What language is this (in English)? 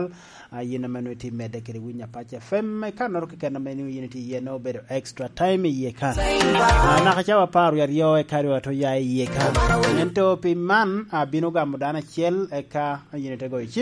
Lango (Uganda)